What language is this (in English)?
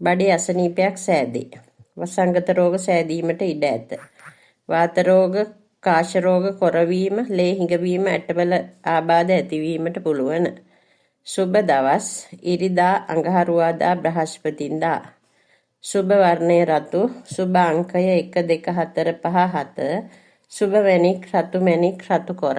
Sinhala